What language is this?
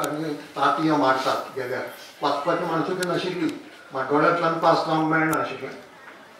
Konkani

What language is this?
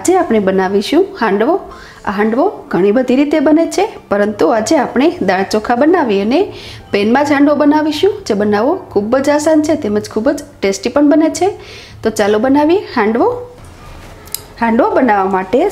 Gujarati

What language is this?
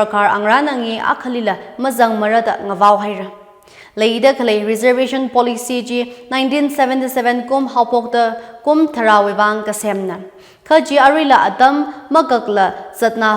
Tangkhul Naga (India)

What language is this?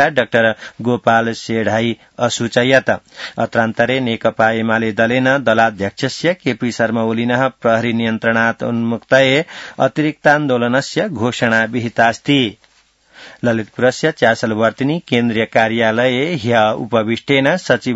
Sanskrit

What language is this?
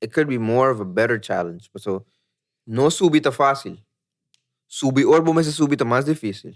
Papiamento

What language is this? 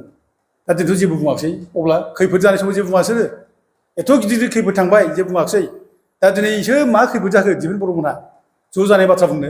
Bodo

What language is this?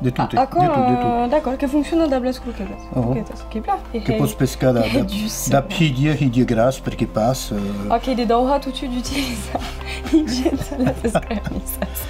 Occitan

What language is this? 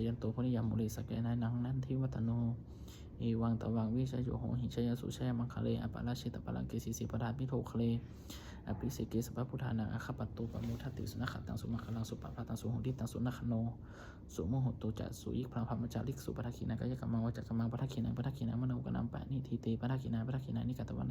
Pali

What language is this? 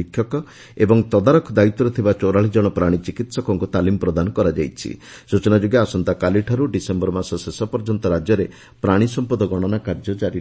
Odia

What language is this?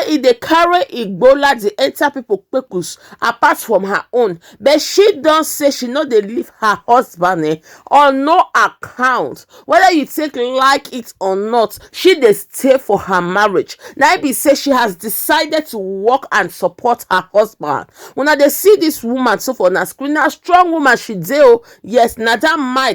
Nigerian Pidgin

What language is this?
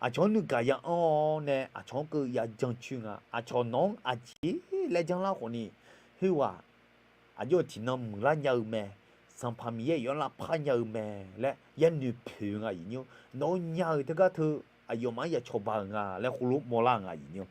Akha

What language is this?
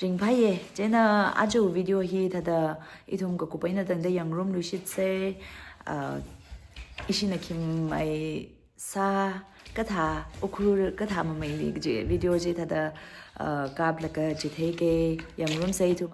Tangkhul Naga (India)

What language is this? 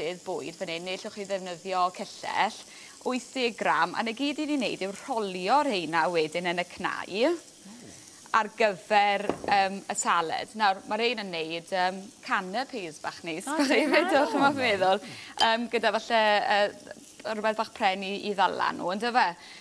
Welsh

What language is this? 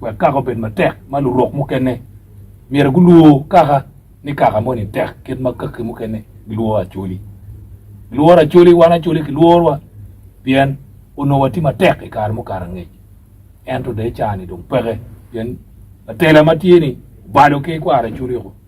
Acoli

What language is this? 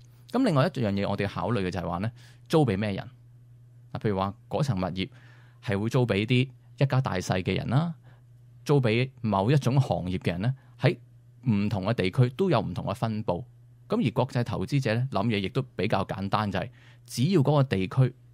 Cantonese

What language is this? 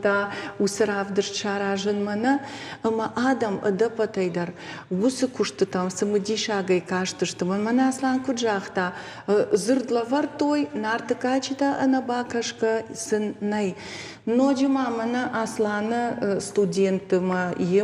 Ossetic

